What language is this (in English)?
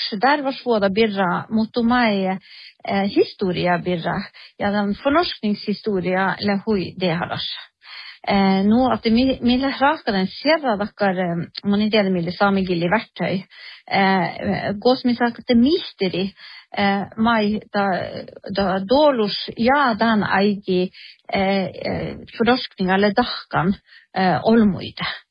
Northern Sami